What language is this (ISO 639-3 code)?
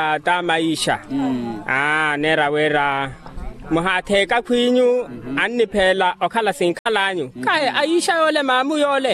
vmw